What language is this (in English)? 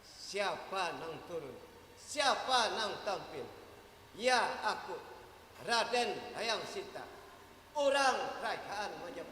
Banjar